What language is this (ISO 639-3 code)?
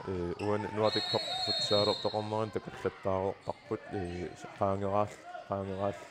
kal